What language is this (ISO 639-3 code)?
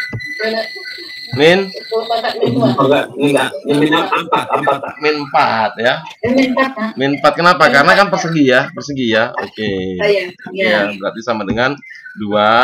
ind